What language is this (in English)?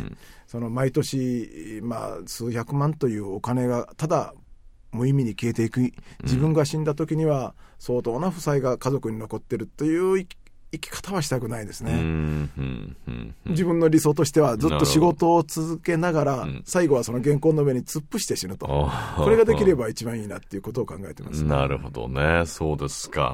Japanese